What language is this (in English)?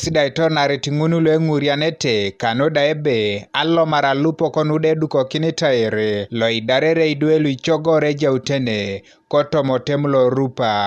Teso